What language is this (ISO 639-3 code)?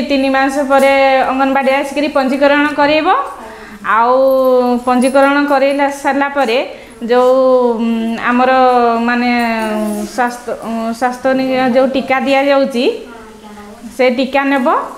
ori